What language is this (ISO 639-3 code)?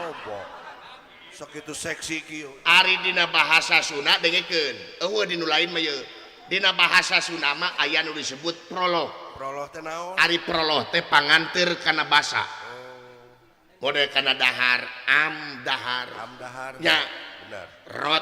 sun